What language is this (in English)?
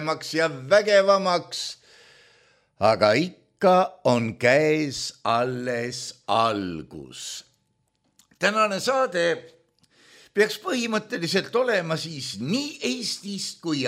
Estonian